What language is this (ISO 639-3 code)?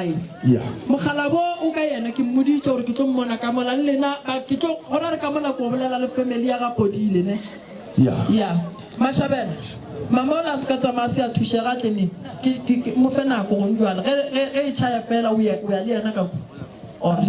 nso